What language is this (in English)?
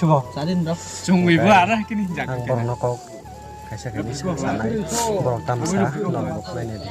Kok Borok